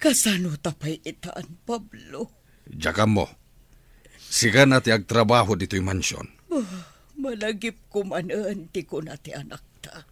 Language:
Iloko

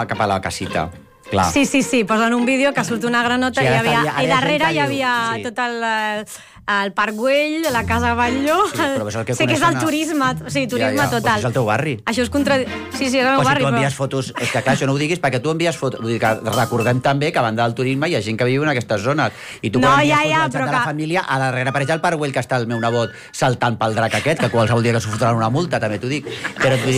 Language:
Catalan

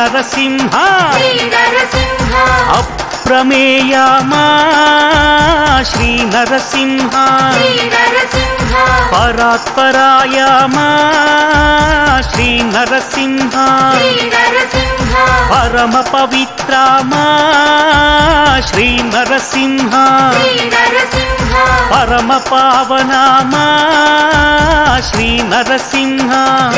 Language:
Telugu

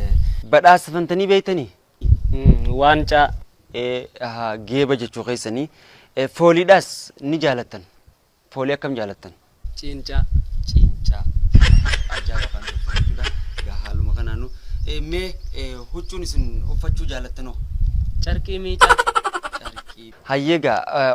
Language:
Oromo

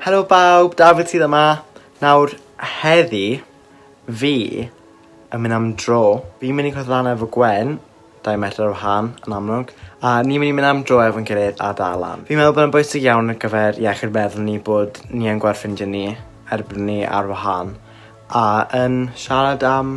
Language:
Welsh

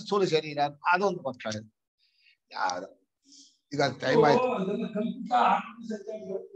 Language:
Kannada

